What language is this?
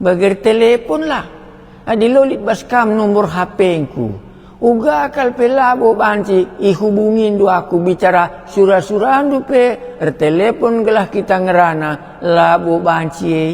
Batak Karo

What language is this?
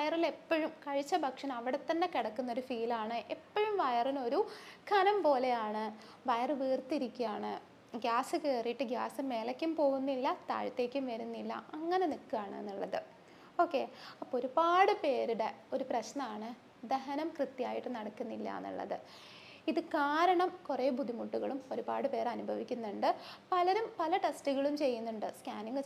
Malayalam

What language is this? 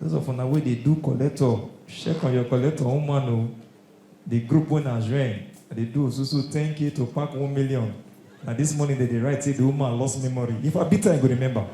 Nigerian Pidgin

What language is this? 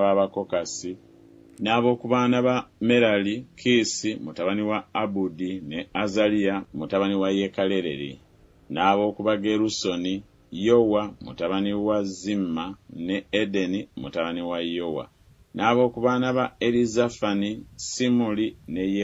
Ganda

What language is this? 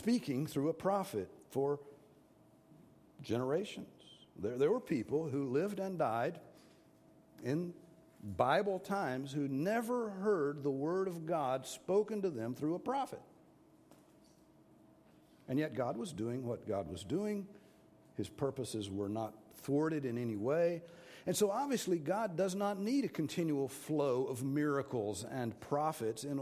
English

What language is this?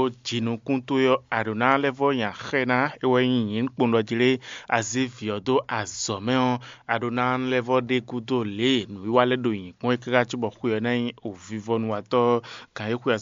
Fon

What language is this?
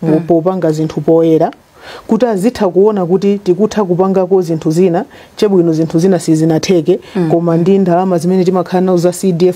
Nyanja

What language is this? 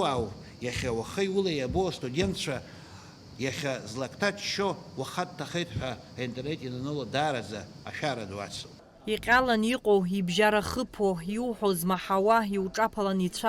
Abkhazian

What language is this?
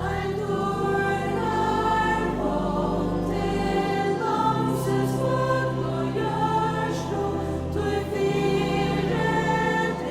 Faroese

